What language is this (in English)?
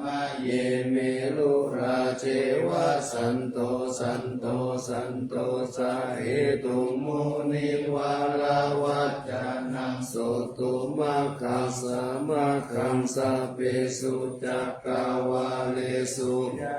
Pali